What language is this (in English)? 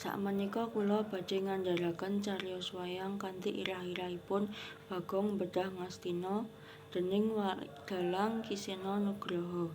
Javanese